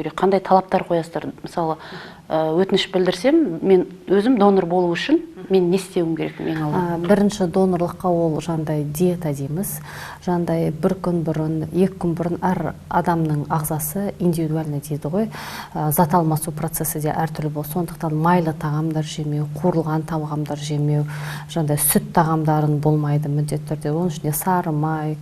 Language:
Kazakh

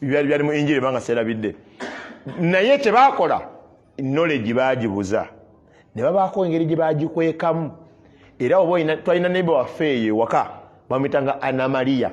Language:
Ganda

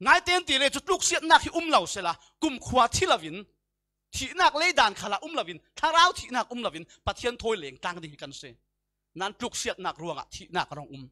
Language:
Falam Chin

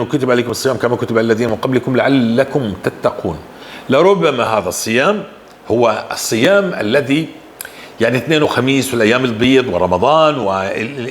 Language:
North Levantine Arabic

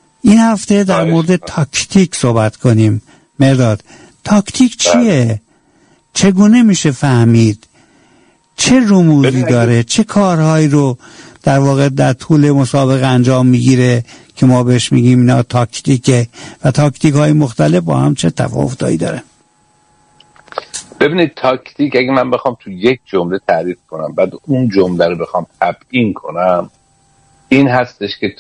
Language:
Persian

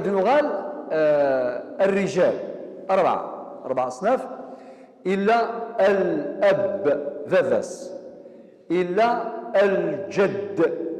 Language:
Kabyle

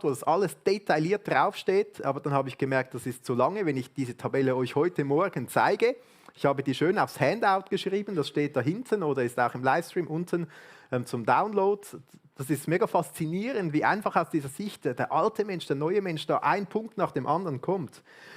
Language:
Swiss German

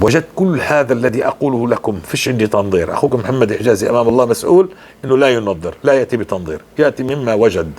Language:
North Levantine Arabic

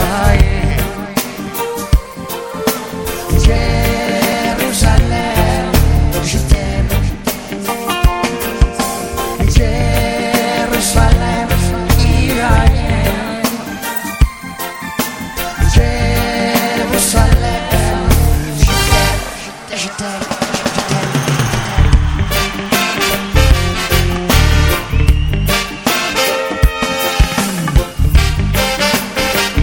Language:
French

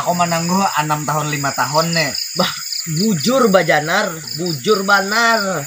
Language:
Banjar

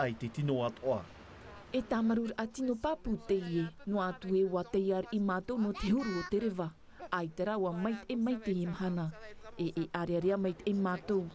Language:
Tahitian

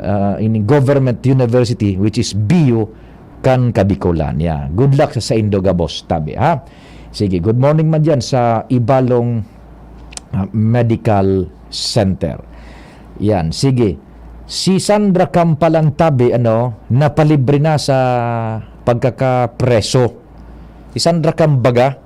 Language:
Bikol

